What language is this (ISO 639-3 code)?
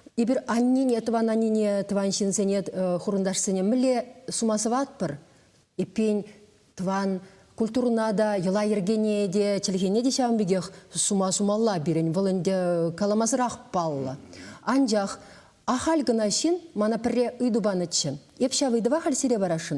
chv